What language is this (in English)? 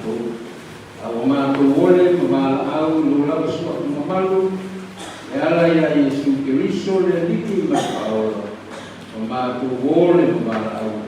Samoan